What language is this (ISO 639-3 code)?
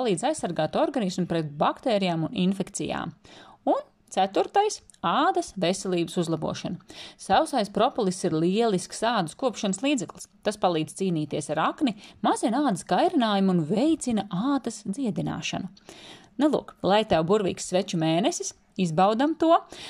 lav